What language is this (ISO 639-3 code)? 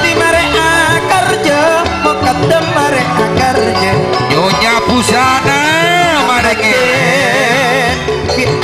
mad